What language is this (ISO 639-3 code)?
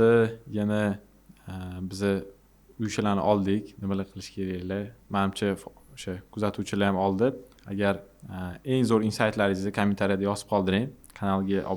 uzb